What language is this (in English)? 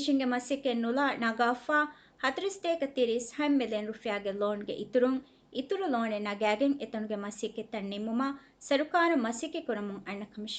Divehi